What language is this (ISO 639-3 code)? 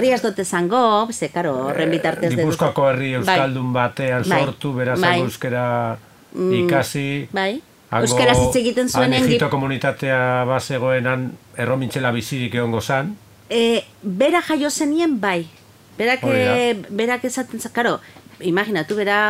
eus